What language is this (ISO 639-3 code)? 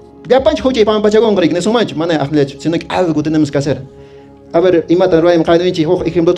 que